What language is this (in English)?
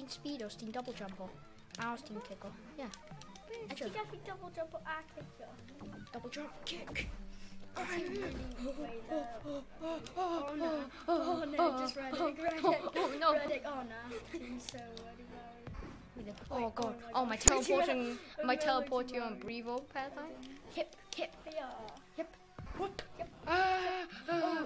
Welsh